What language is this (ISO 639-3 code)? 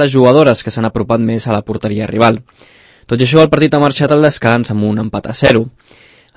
cat